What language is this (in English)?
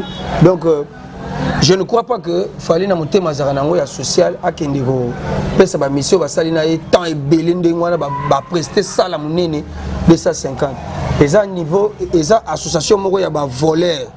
Lingala